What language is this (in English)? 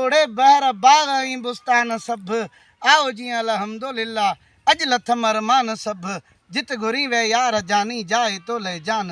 Sindhi